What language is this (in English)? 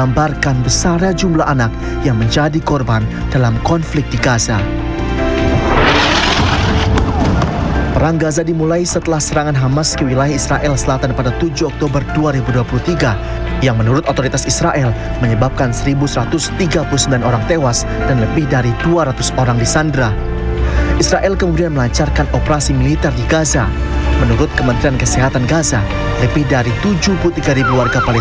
Indonesian